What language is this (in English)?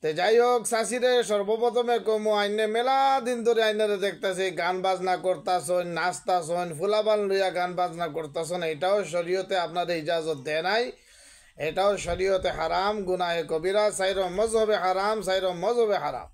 Sylheti